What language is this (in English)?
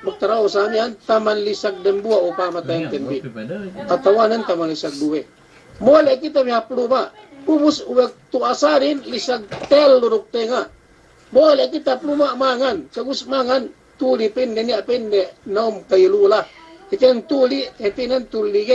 Yakan